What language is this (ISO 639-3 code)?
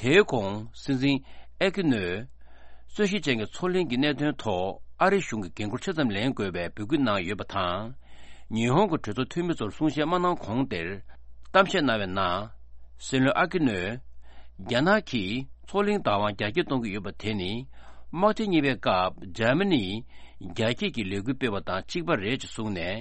bod